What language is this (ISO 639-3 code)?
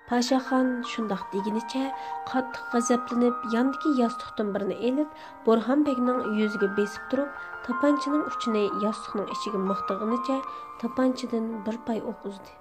uig